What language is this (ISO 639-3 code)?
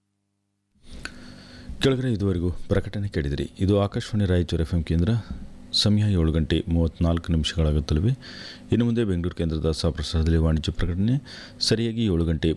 kan